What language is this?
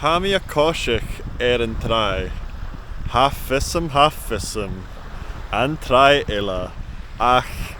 Scottish Gaelic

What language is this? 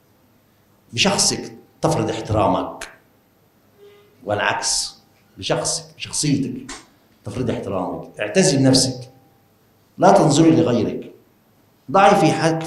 Egyptian Arabic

